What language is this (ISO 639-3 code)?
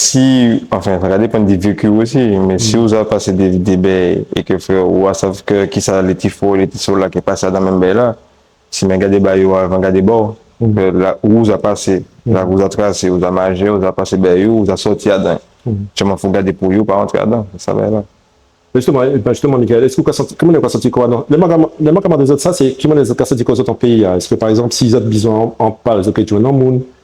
gcf